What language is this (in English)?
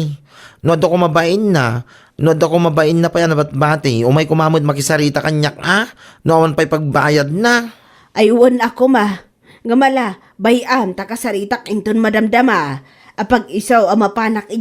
Iloko